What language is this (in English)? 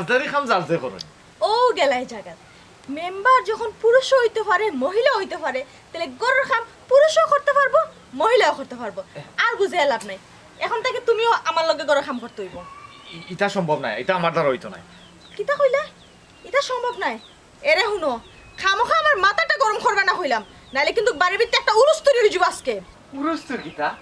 Sylheti